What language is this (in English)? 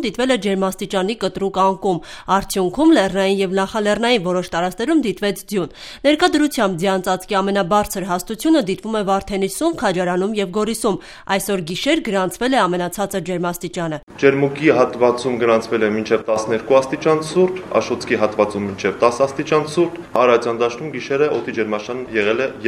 Armenian